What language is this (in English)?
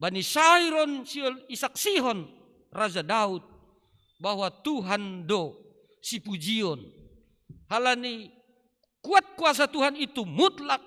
Batak Simalungun